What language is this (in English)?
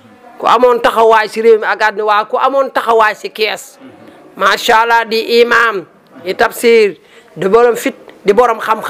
Wolof